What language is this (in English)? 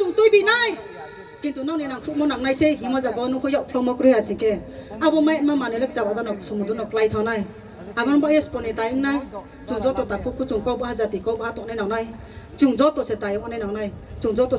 Riang (India)